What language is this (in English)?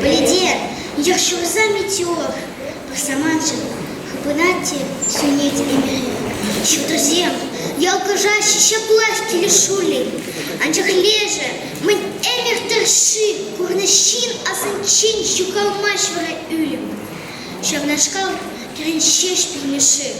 Chuvash